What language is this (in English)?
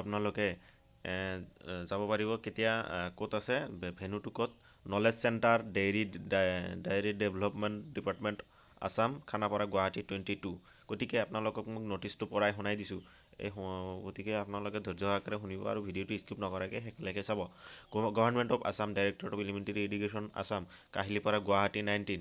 Assamese